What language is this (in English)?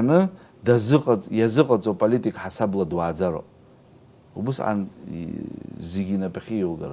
Abkhazian